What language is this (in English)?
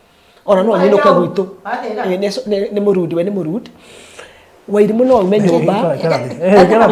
Kikuyu